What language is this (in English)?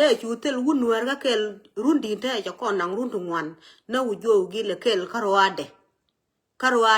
Nuer